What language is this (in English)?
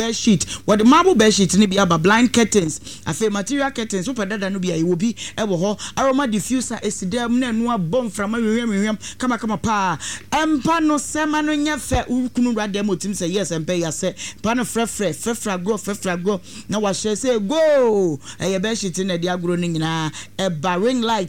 Akan